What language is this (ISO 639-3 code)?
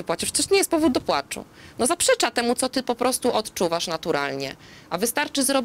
pol